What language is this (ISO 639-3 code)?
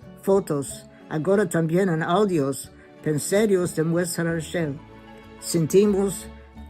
lad